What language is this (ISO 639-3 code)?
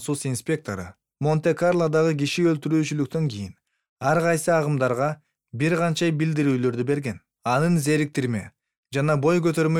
kir